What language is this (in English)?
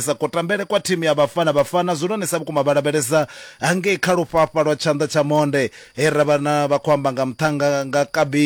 Venda